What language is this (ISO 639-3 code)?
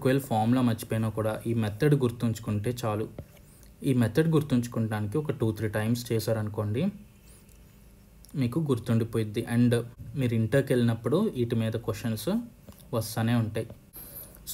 tel